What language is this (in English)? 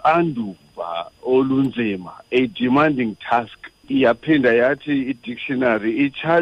Xhosa